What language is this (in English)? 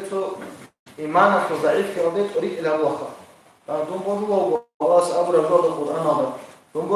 Avaric